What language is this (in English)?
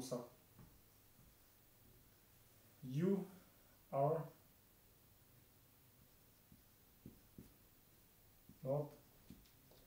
Kazakh